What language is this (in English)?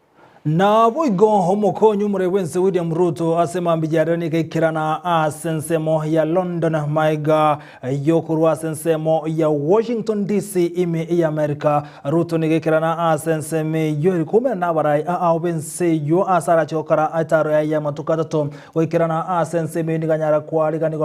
Gusii